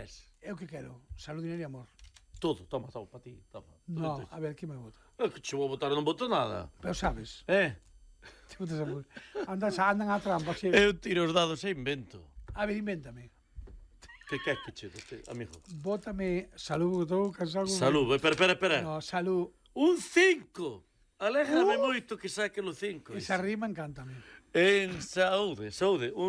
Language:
Galician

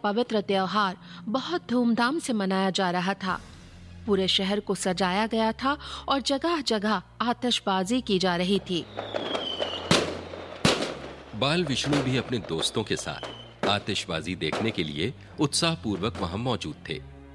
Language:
Hindi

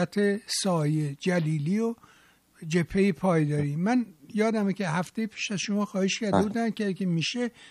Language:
Persian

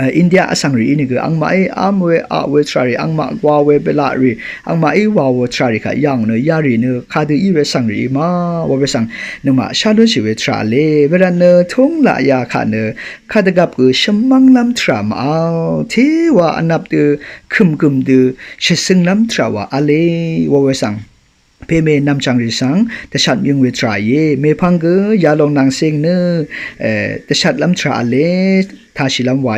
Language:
Rawang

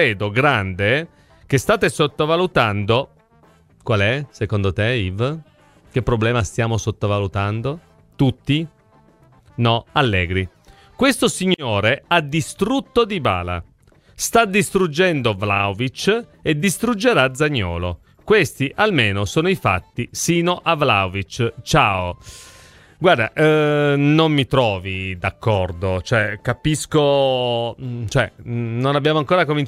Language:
Italian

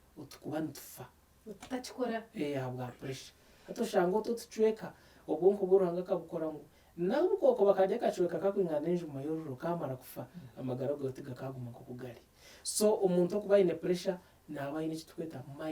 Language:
Nyankole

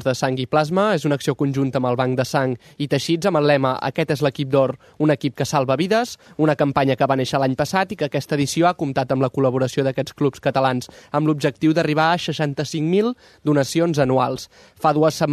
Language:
Catalan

